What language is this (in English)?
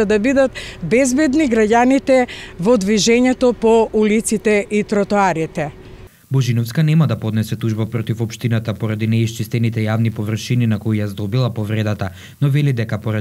Macedonian